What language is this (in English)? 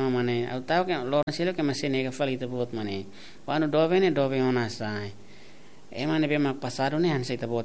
Tetum